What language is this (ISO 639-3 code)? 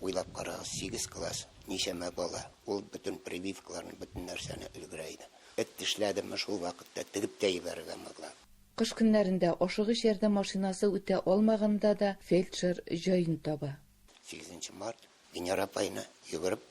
tat